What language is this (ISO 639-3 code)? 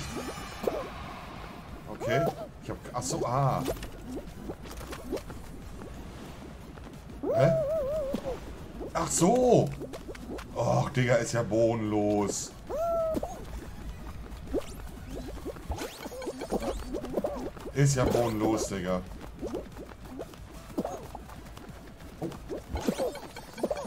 deu